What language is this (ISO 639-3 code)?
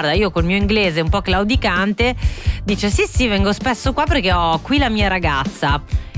ita